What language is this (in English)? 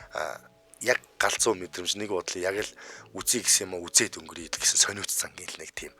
Mongolian